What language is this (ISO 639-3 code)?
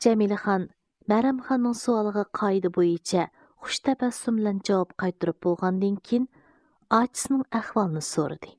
uig